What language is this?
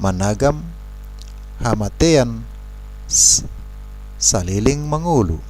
Batak Toba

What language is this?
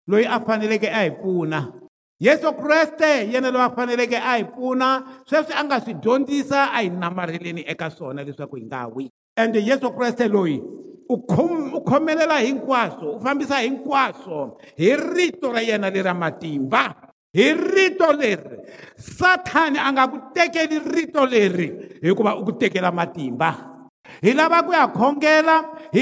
Tsonga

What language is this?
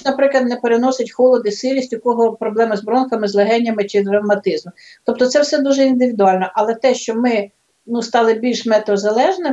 Ukrainian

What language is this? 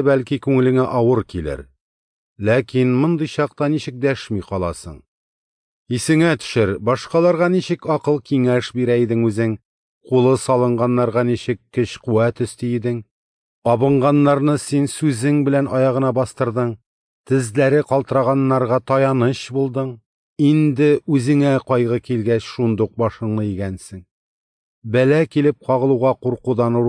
Tatar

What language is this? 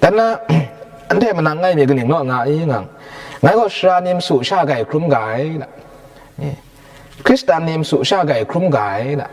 Kachin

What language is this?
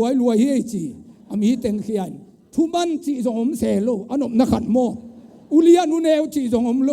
Tedim Chin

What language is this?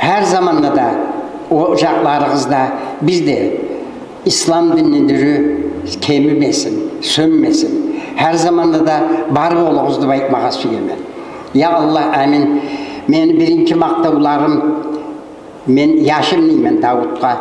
Kumyk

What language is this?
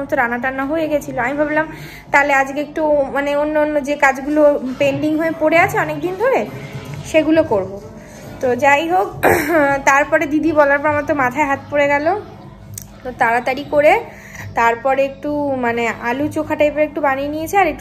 Bangla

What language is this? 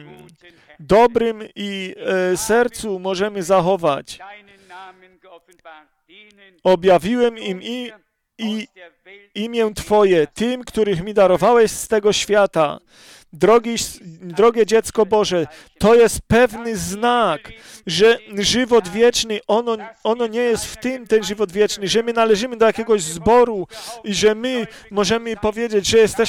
Polish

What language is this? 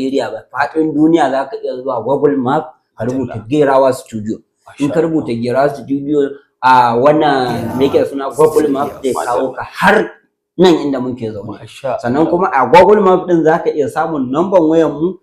Hausa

